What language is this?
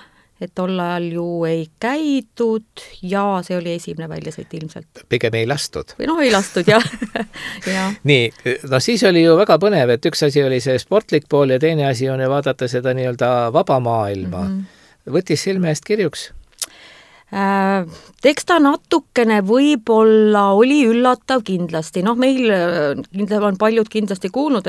Estonian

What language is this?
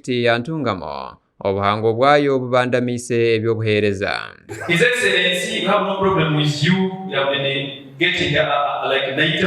Nyankole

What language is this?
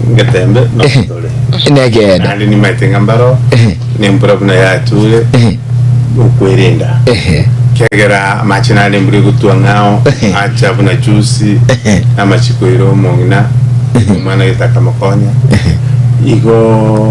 Gusii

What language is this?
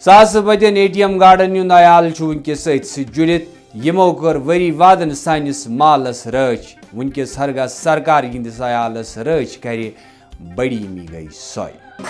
Kashmiri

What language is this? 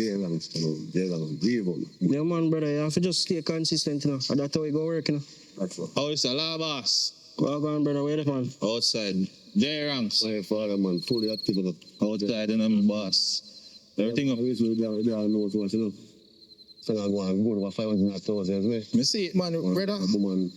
Jamaican Creole English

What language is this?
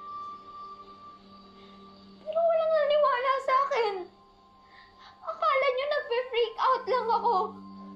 Filipino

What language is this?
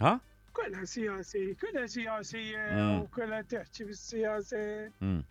Mesopotamian Arabic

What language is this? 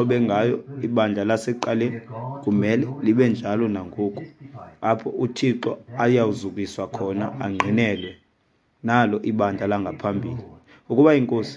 Xhosa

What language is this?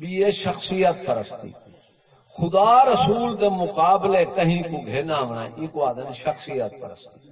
Saraiki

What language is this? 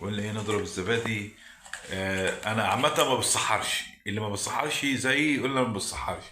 Egyptian Arabic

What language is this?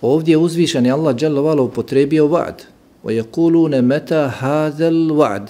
Bosnian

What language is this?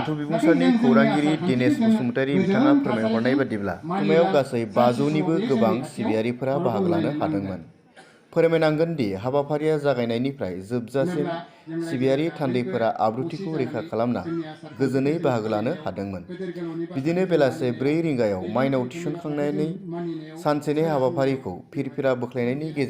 Bodo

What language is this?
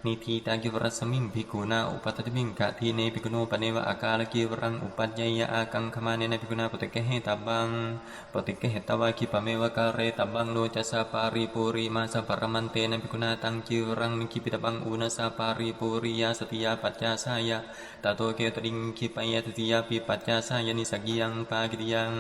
Pali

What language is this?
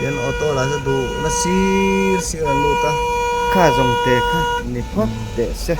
Mizo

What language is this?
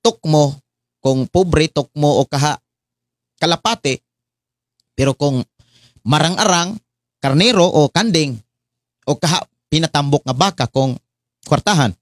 Cebuano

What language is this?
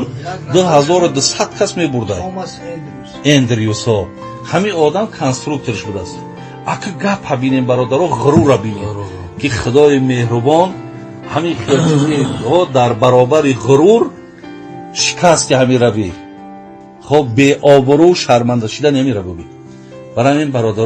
Tajik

